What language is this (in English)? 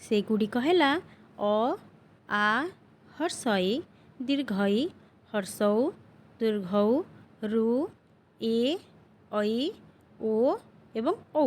Odia